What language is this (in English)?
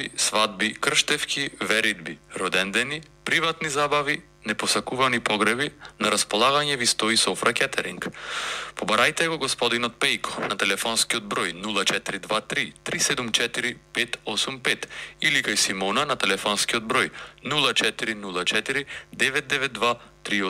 Macedonian